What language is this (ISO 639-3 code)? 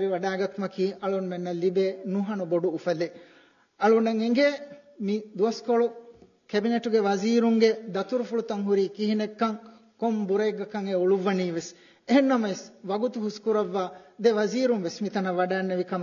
div